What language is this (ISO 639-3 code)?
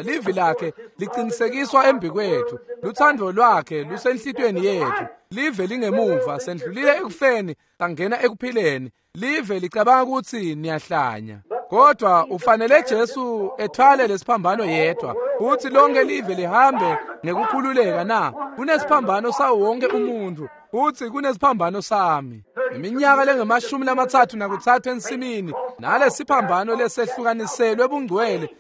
ssw